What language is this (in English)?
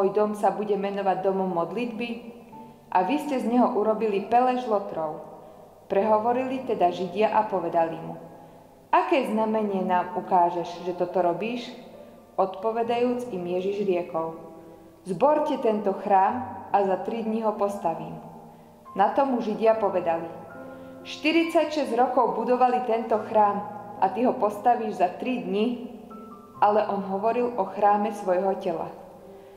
Slovak